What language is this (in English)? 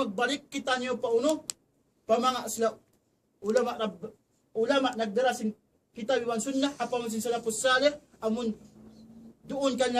Tausug